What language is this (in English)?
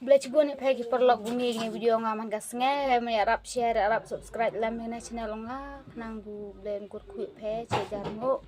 Khasi